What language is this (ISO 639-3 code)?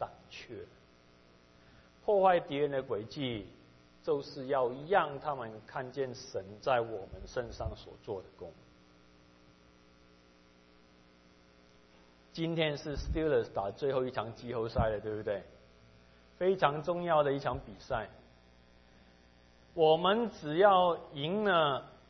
zho